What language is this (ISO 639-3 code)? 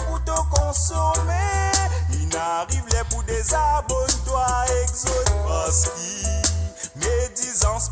mfe